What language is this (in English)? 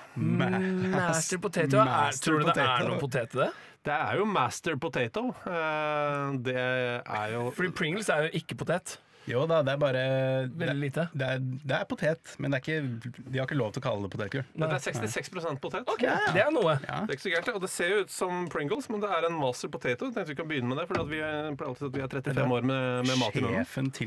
Norwegian